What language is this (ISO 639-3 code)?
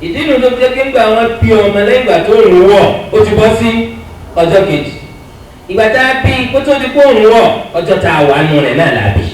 yor